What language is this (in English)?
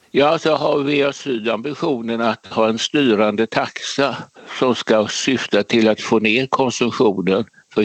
Swedish